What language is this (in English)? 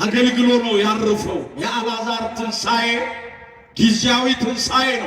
Amharic